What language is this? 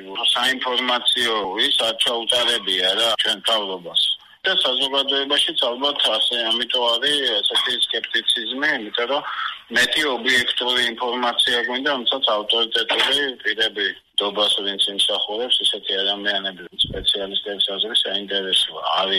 Georgian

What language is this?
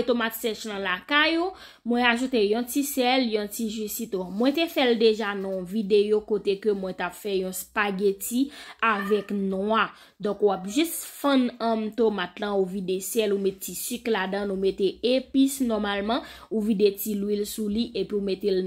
Haitian Creole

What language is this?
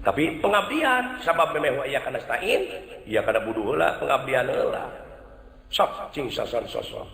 Sundanese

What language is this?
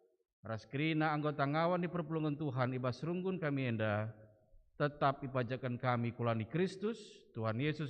Batak Karo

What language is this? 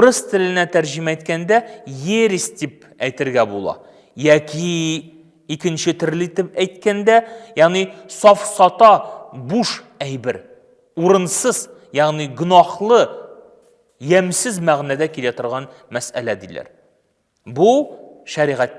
Tatar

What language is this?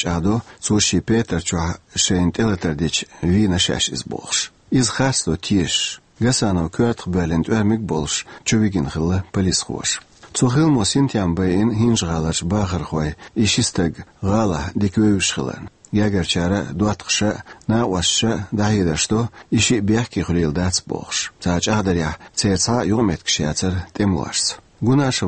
Chechen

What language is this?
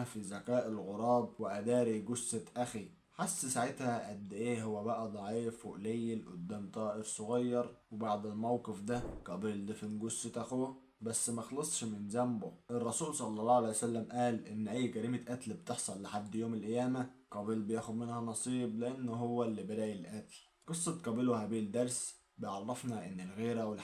Egyptian Arabic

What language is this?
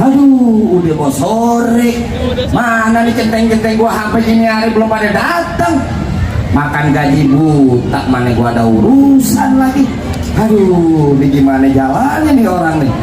Betawi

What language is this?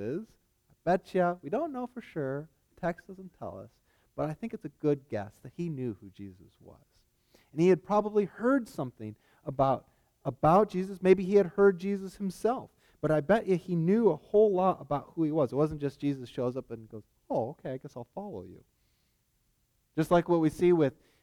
English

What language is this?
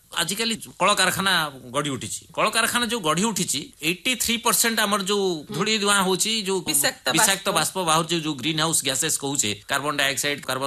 Odia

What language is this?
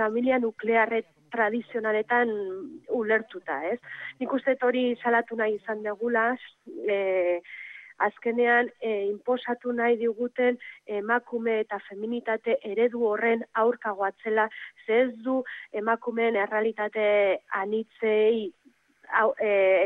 Basque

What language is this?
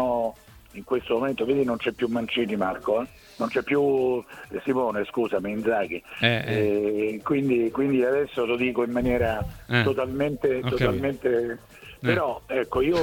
Italian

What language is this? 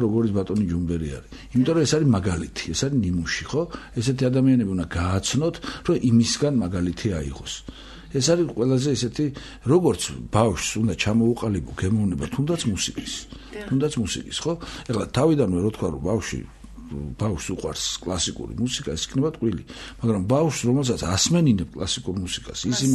Georgian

